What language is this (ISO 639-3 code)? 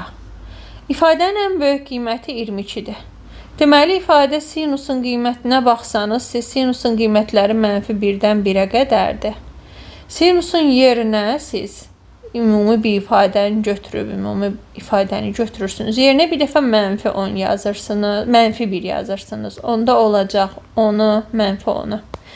aze